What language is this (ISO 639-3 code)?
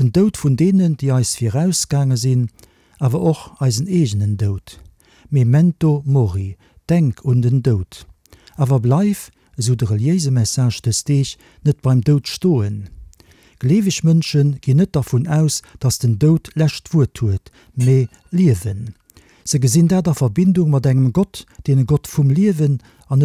ltz